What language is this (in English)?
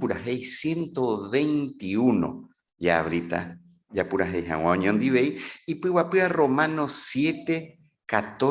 Guarani